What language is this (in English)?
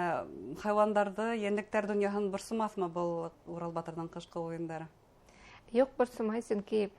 Bashkir